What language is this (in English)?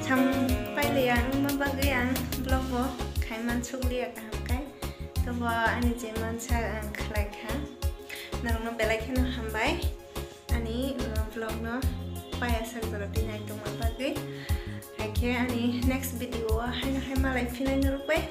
Kok Borok